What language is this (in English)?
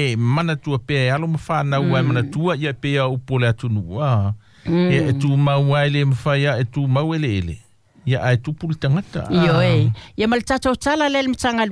Samoan